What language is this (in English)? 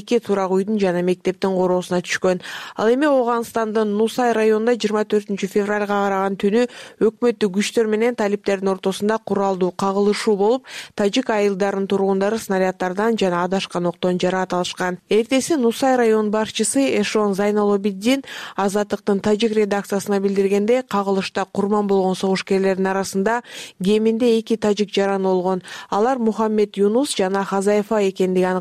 Kyrgyz